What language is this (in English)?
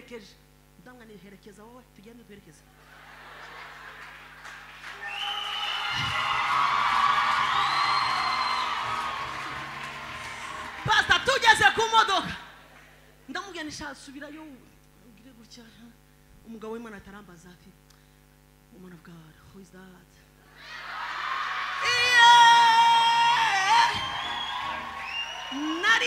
Kinyarwanda